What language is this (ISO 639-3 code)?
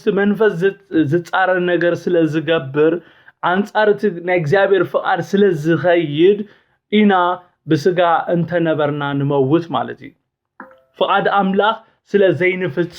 tir